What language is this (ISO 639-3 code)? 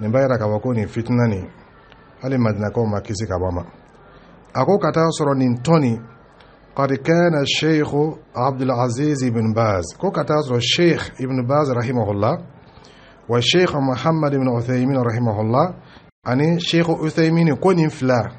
dyu